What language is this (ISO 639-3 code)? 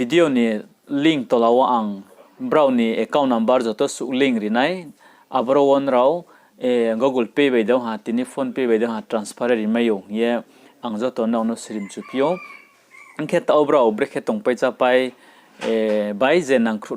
ria